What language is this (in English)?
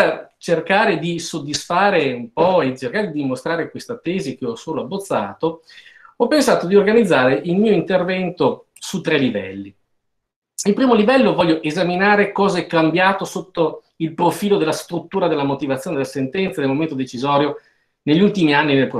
Italian